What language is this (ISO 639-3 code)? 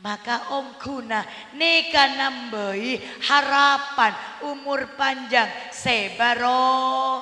mad